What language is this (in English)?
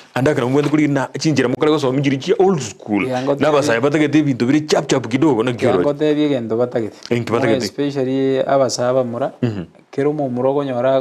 Gusii